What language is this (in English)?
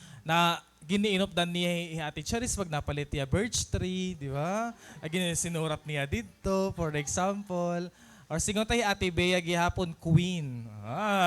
Waray